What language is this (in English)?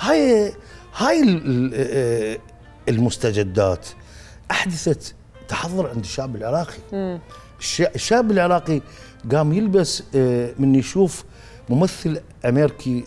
Mesopotamian Arabic